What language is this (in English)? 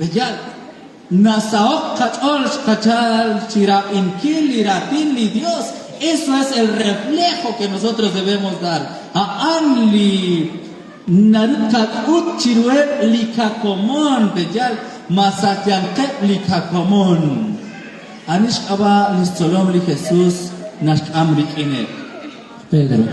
Kekchí